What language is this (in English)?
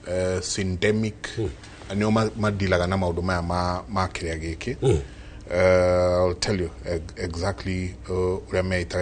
Kikuyu